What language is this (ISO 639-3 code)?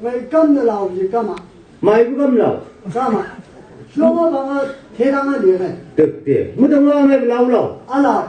nbc